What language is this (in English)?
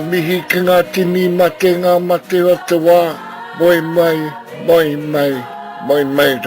Māori